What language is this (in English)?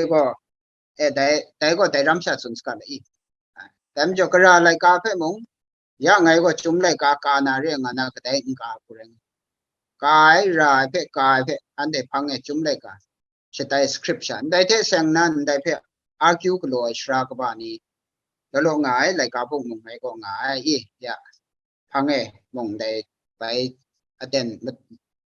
Kachin